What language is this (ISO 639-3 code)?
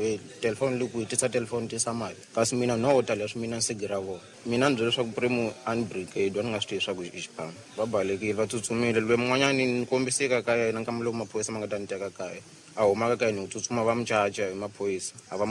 tso